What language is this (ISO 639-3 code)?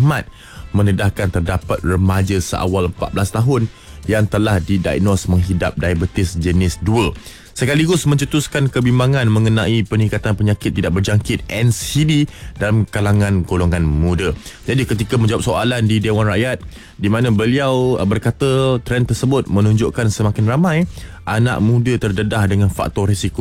msa